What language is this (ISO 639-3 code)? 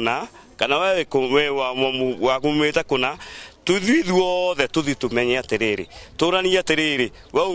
kik